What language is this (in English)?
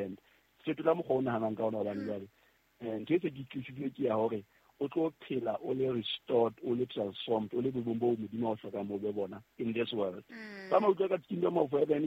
Southern Sotho